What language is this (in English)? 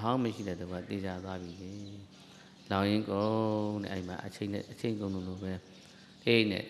Burmese